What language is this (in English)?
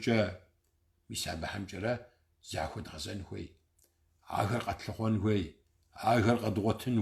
Kabardian